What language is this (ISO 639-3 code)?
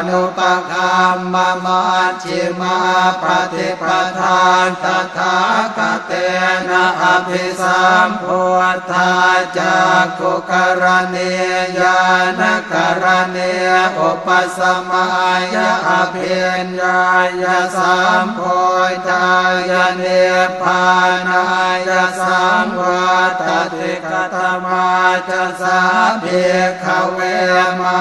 pli